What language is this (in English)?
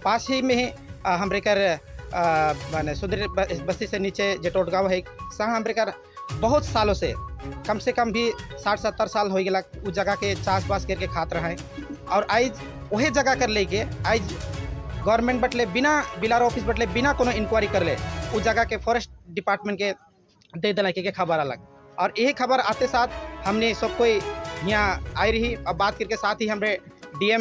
Sadri